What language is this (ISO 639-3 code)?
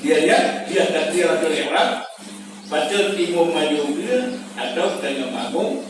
ace